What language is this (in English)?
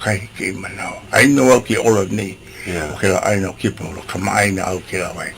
Hawaiian